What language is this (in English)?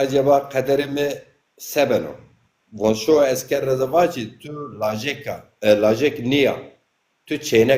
Zaza